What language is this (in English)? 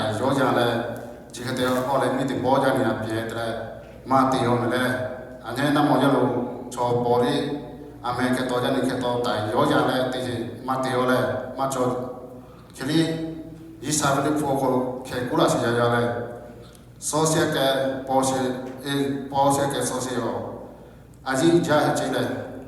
Lahu